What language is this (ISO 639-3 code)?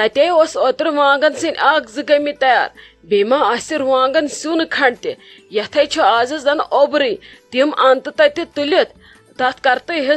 kas